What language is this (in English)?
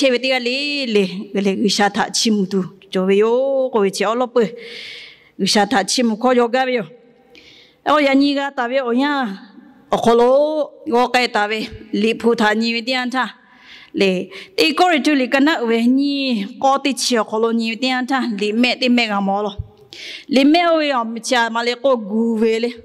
Lahu